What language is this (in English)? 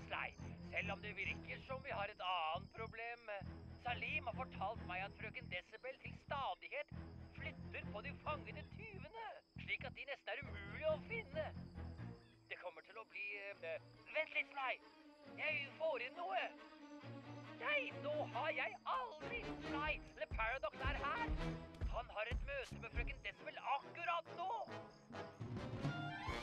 Norwegian